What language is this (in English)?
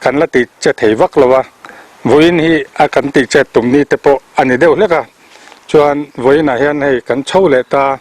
Mizo